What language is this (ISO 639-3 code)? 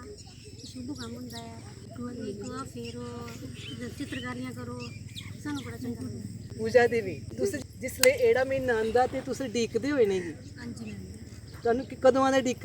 doi